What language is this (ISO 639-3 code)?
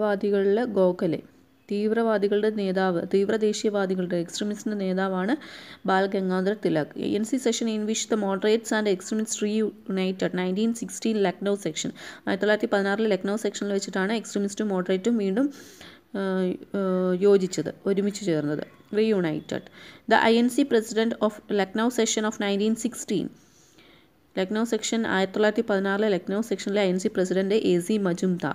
mal